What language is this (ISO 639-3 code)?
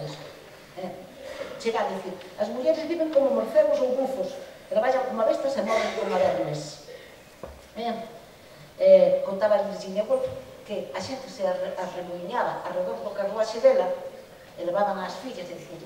glg